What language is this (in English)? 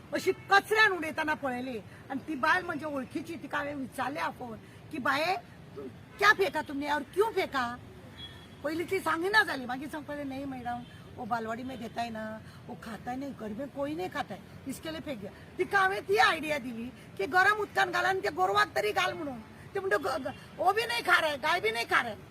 Konkani